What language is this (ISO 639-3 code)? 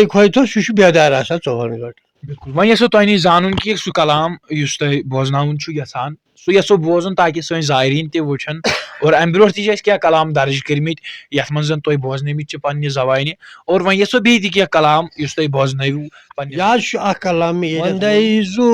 kas